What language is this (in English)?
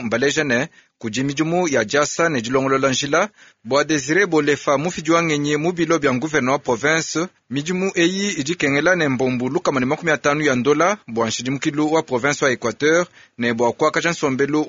Luba-Lulua